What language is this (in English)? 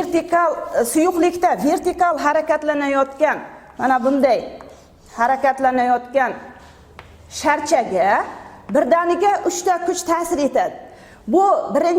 Uzbek